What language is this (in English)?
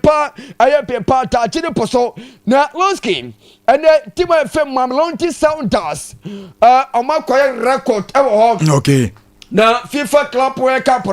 Akan